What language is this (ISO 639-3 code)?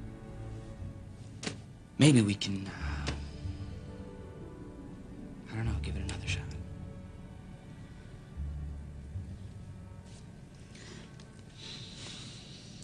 eng